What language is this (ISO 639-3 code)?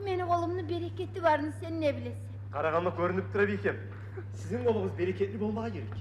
kum